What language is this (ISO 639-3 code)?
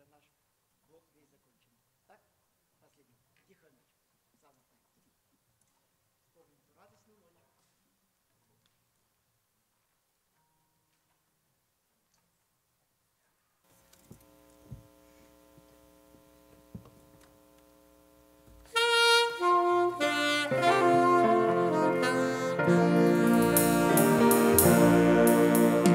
rus